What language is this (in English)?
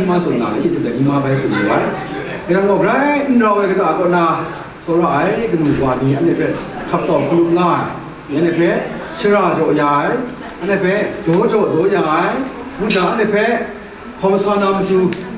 Kachin